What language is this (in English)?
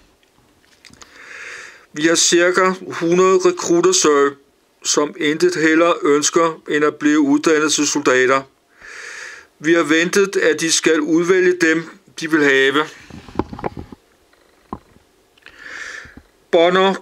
Danish